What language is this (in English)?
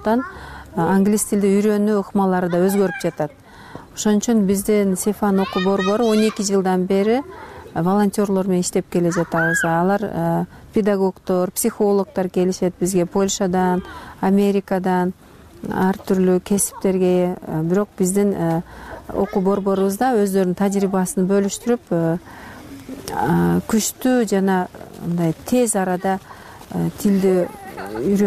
Kyrgyz